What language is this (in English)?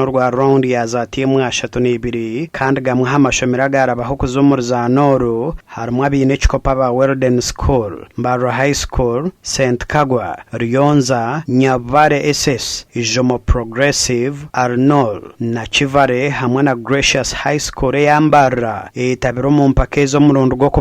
Nyankole